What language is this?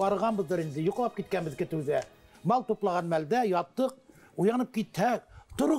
Bashkir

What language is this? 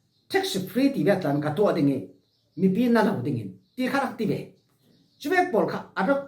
Falam Chin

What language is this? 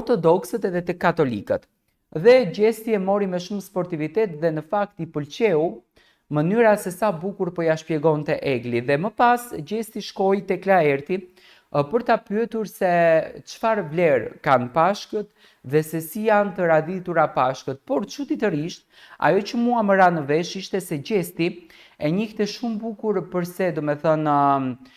Albanian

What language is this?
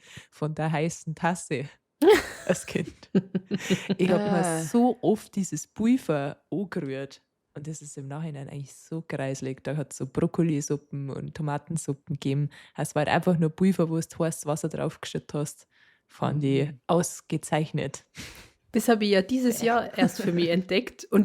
Bavarian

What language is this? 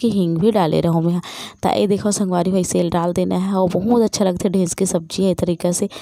Chhattisgarhi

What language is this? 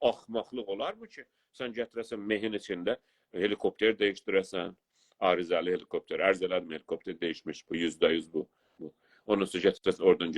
South Azerbaijani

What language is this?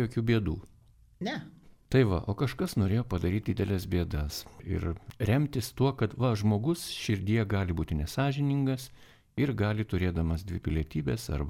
Lithuanian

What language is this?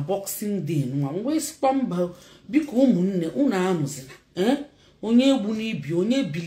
Igbo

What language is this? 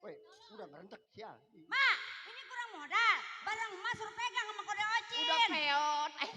Betawi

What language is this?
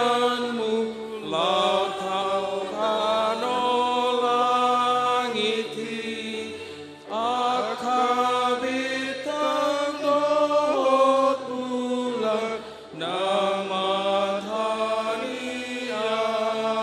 Batak Toba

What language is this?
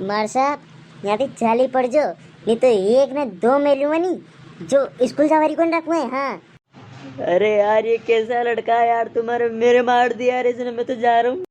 Rajasthani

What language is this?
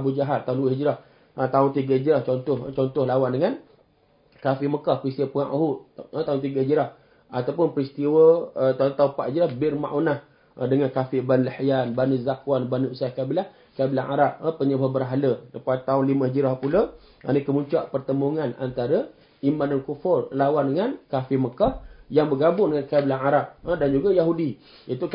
Malay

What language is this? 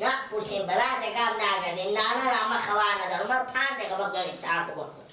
Persian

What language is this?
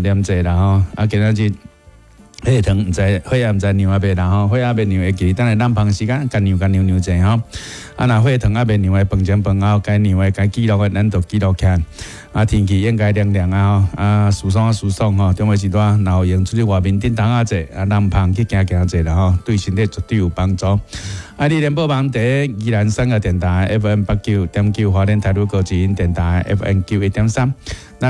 Min Nan Chinese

